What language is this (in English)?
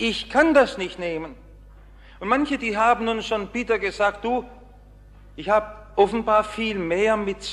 German